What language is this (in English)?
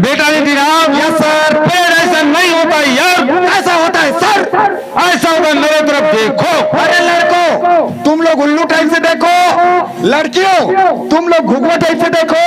Chhattisgarhi